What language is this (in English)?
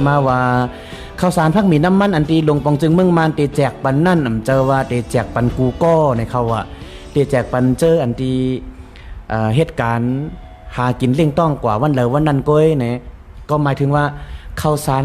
Shan